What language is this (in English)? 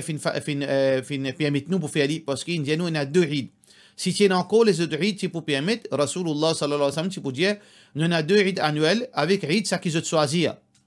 Morisyen